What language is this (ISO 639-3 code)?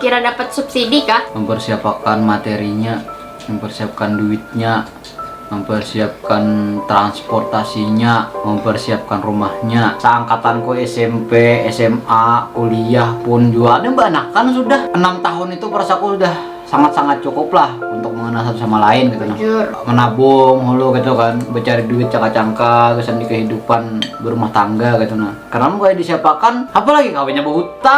bjn